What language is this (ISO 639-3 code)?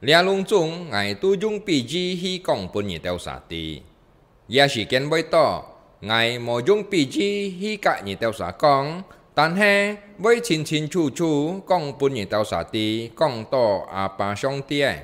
hak